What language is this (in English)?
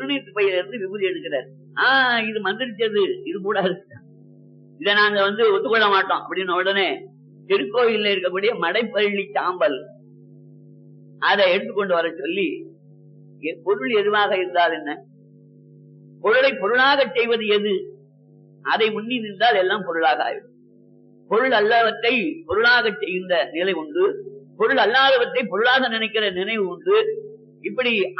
Tamil